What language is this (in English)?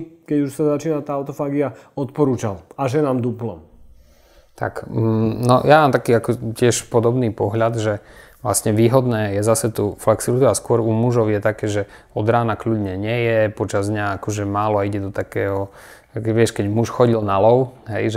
Slovak